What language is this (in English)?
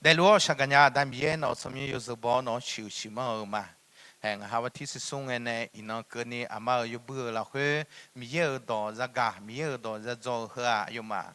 Akha